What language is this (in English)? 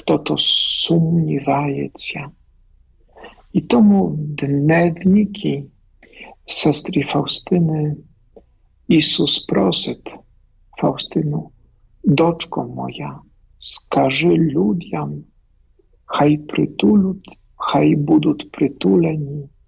Ukrainian